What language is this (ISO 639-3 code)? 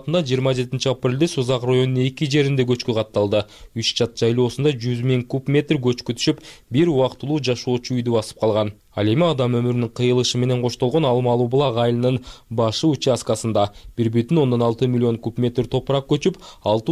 kir